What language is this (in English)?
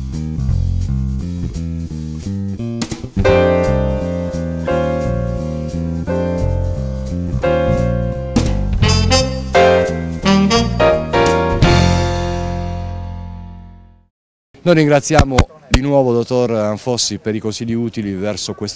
Italian